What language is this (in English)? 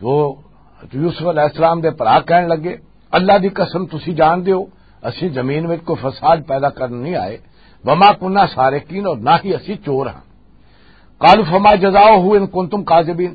Western Panjabi